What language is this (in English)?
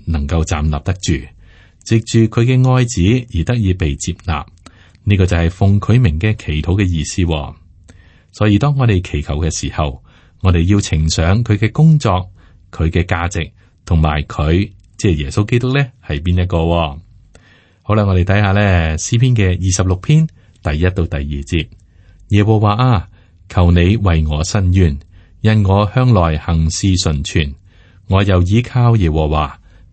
Cantonese